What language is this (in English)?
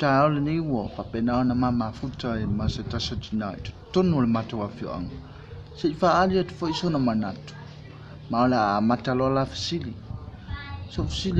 Samoan